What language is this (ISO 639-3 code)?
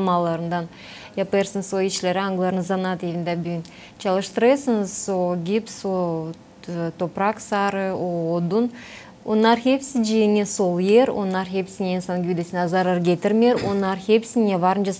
gag